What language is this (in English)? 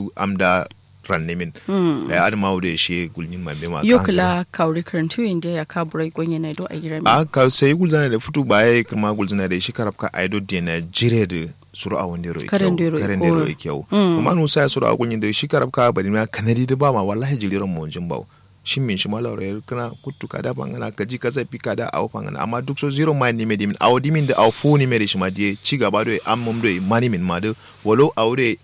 Kanuri